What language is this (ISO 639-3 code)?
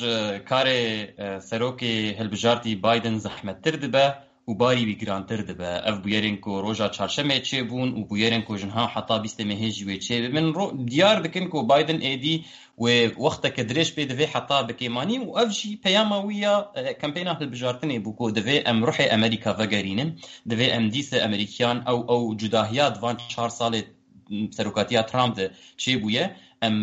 kur